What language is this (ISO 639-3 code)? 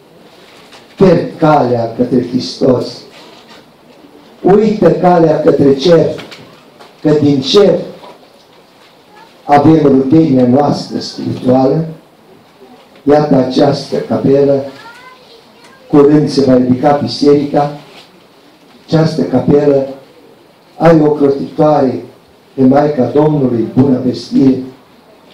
ron